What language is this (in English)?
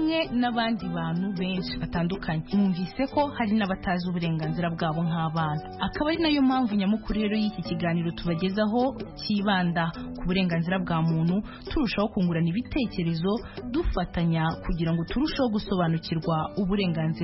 Kinyarwanda